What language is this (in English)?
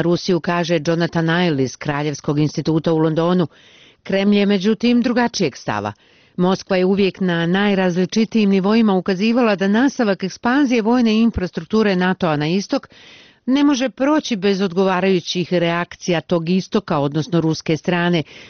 Bosnian